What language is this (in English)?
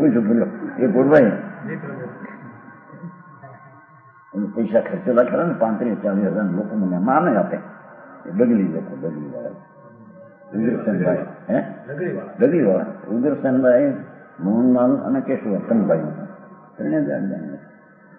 Gujarati